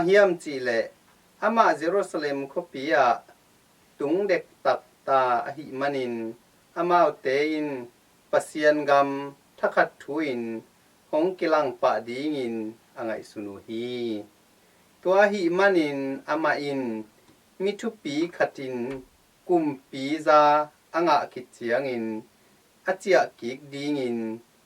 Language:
Tedim Chin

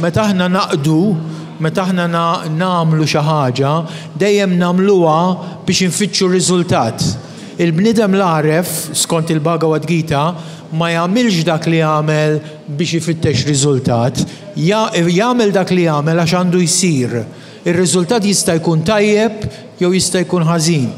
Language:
Maltese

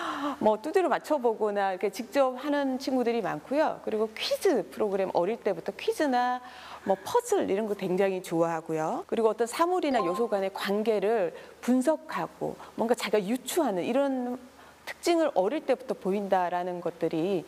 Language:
Korean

